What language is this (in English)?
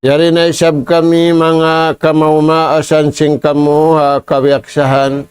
Tausug